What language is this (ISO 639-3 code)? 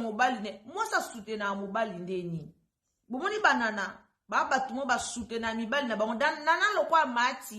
lin